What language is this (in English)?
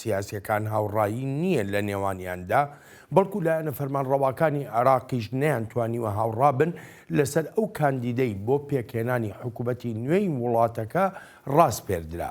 Central Kurdish